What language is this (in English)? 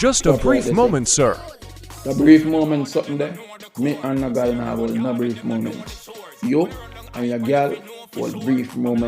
Jamaican Creole English